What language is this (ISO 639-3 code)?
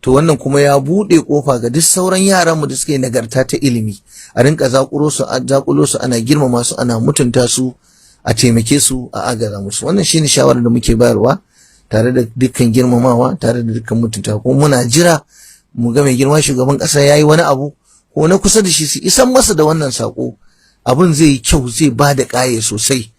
hau